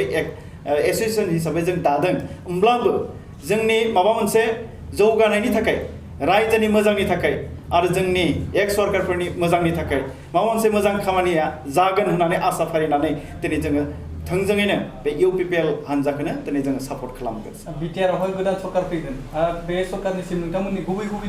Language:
Bodo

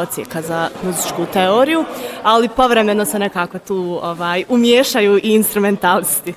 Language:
Bosnian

